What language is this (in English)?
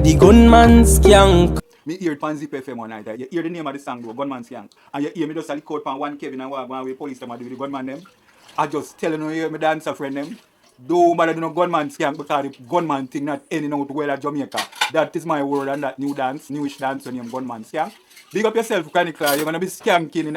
Jamaican Creole English